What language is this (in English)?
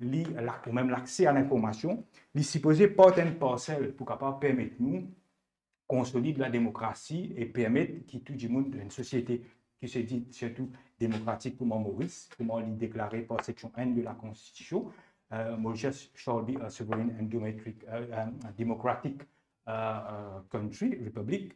Morisyen